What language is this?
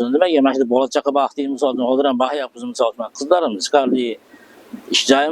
Uzbek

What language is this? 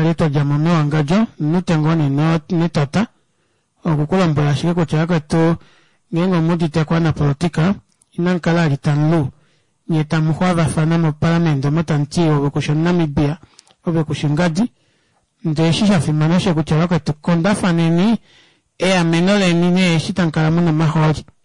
Kuanyama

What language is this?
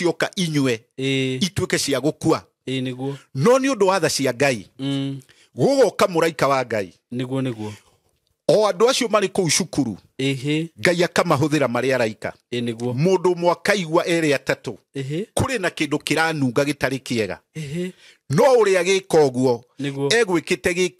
Kikuyu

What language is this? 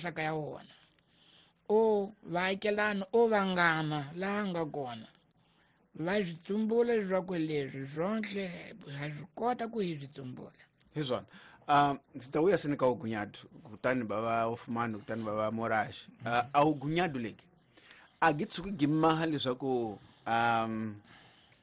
Tsonga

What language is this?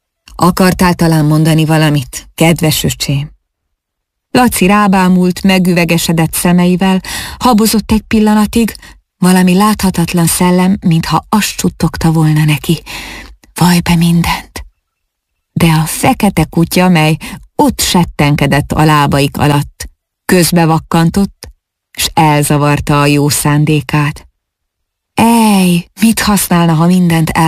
Hungarian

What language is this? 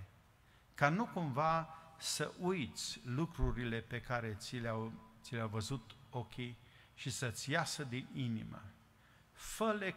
Romanian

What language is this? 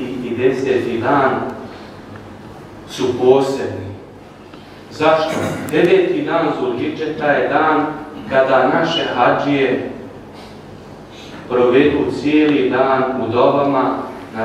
Bosnian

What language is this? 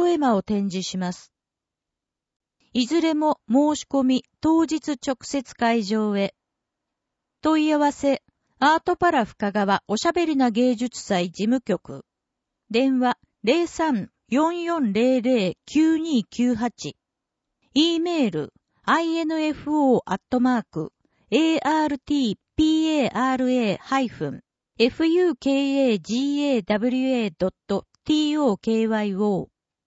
Japanese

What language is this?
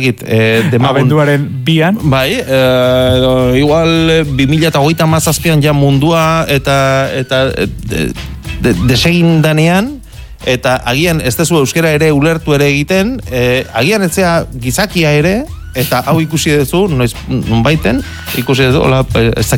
Basque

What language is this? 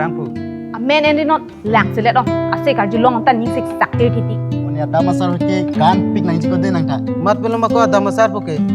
Karbi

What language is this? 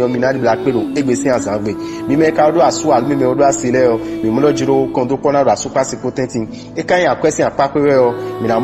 Fon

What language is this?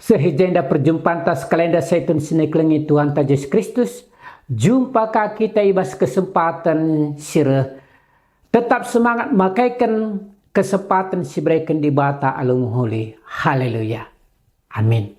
Batak Karo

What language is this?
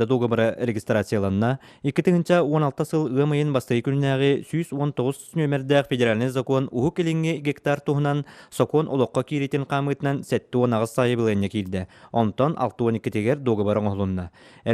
Yakut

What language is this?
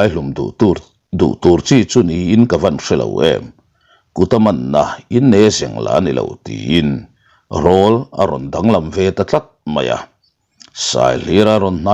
Mizo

